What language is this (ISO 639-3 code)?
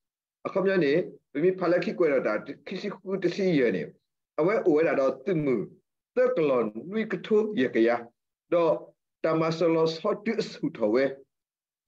ksw